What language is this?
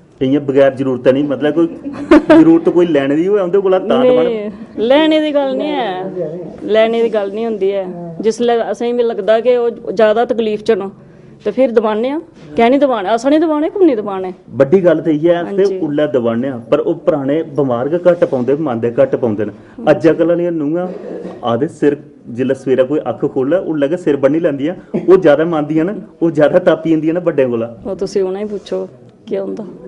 Dogri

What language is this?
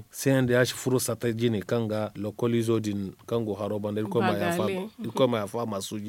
Zarma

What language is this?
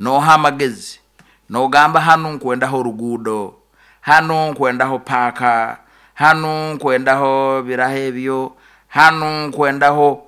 Nyoro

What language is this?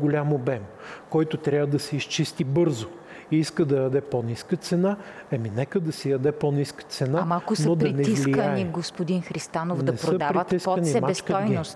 Bulgarian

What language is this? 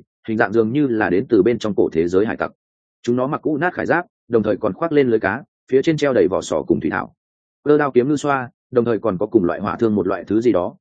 Vietnamese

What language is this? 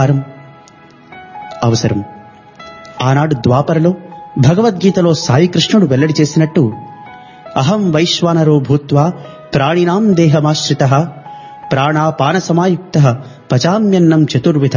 Telugu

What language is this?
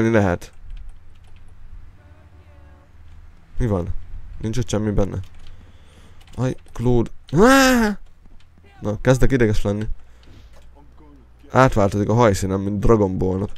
Hungarian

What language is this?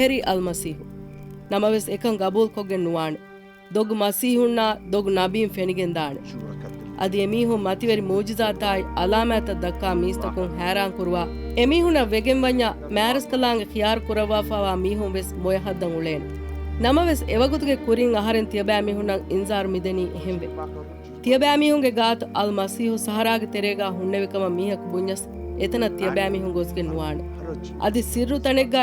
Divehi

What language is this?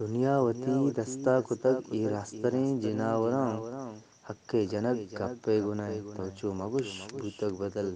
Eastern Balochi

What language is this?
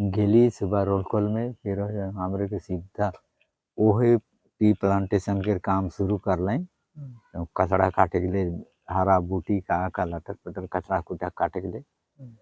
Sadri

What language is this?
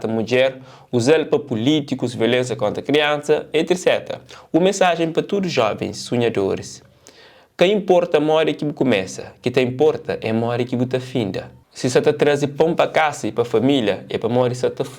Kabuverdianu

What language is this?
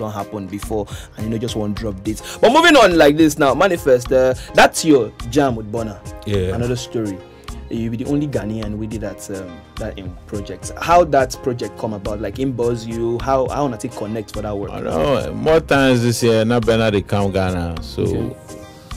Nigerian Pidgin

